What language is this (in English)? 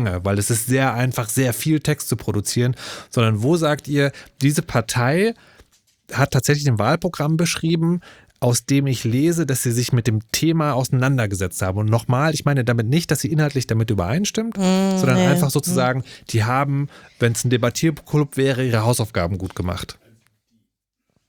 German